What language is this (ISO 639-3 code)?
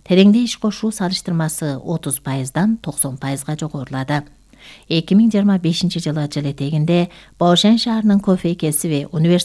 kir